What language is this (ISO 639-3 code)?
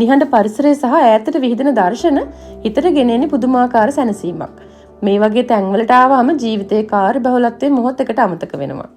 sin